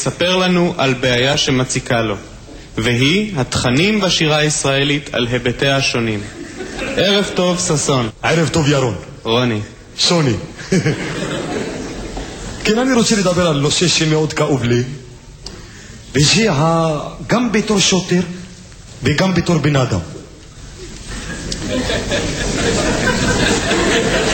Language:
Hebrew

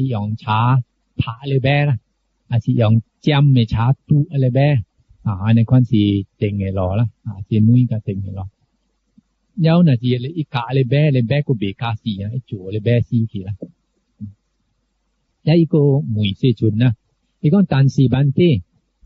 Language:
Min Nan Chinese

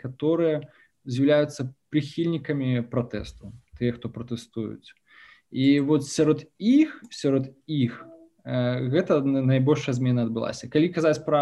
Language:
Belarusian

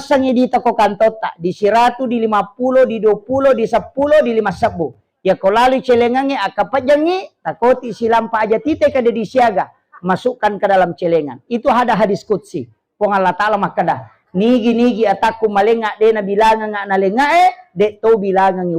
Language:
Buginese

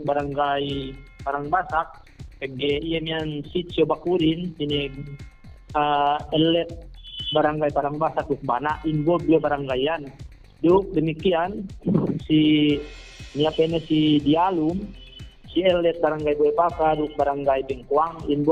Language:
Yakan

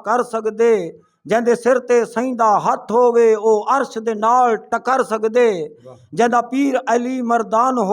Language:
Saraiki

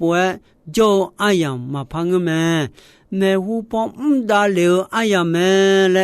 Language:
Akha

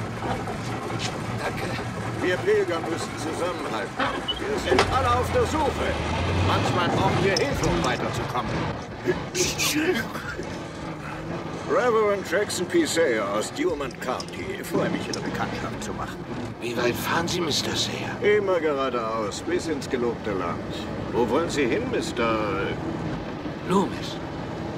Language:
German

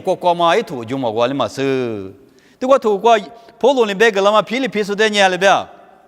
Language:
Lisu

